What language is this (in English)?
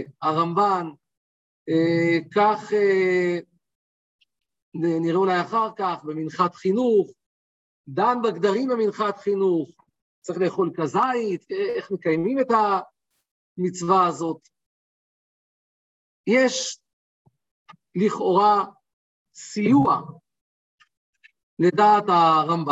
Hebrew